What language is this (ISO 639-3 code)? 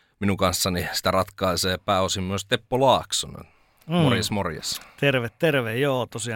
fin